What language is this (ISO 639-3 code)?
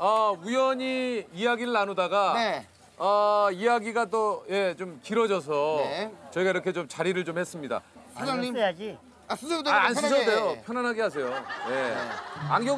kor